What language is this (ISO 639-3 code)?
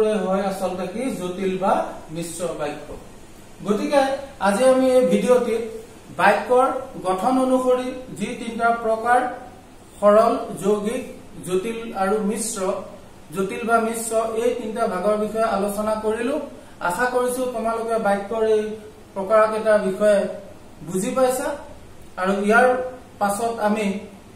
asm